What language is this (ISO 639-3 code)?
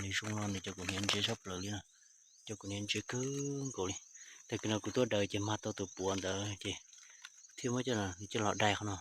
hmn